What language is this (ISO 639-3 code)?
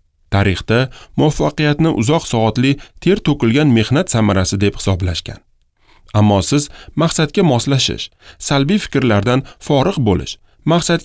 uzb